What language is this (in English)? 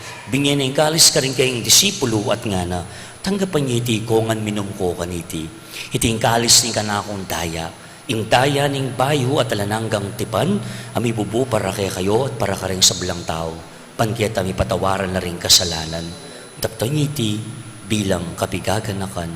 Pampanga